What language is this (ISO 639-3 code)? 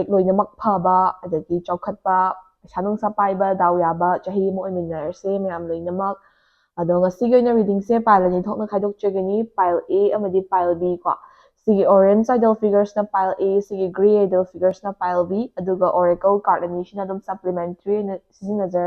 mni